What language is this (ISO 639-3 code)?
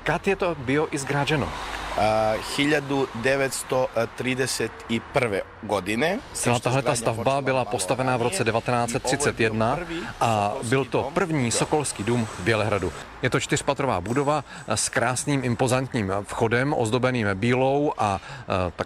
ces